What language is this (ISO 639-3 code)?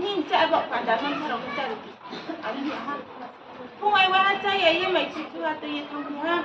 ria